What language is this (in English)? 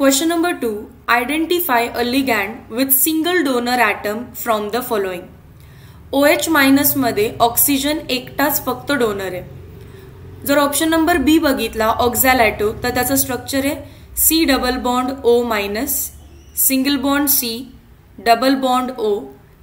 Marathi